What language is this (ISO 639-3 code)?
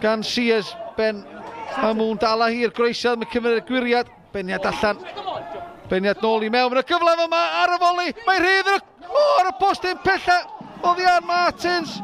cym